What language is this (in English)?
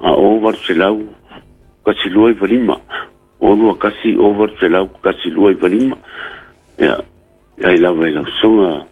Samoan